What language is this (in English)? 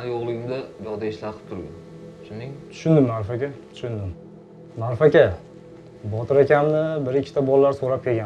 Uzbek